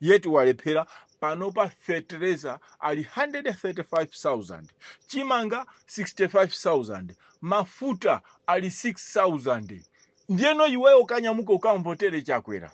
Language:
Nyanja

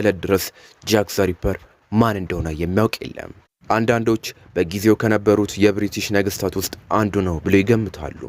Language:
Amharic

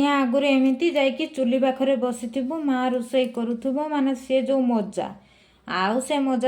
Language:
Odia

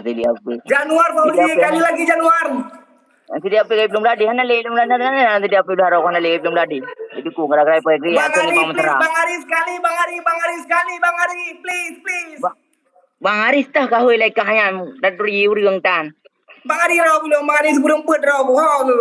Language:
Achinese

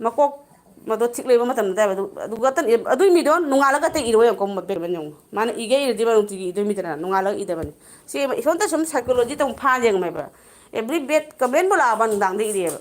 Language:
Manipuri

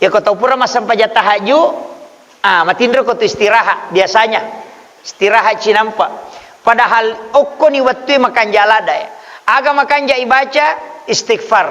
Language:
Buginese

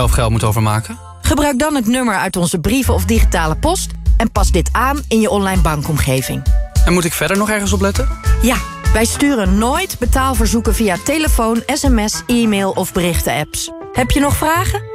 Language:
Dutch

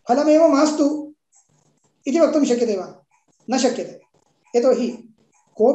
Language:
Sanskrit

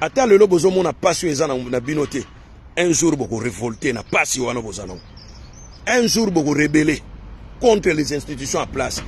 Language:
Lingala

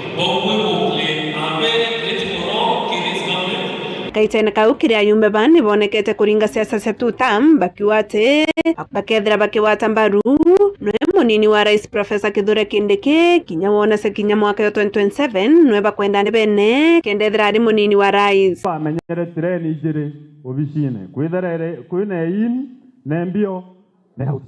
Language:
Meru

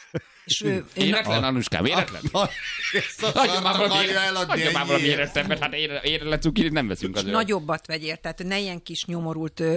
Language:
Hungarian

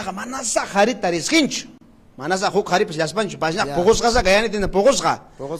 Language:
Ayacucho Quechua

